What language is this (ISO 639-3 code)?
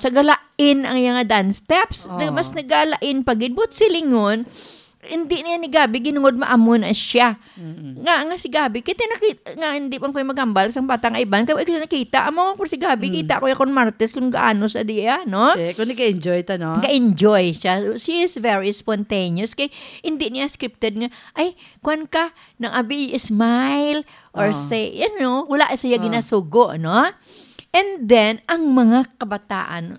hil